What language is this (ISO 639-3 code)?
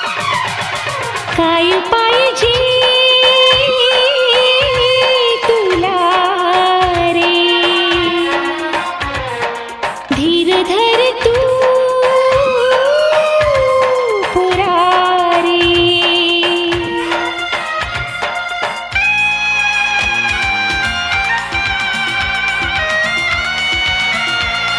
mar